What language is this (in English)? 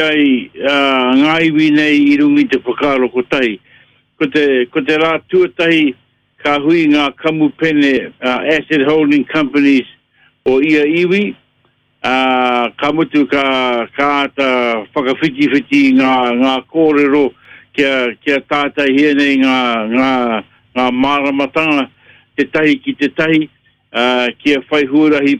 Māori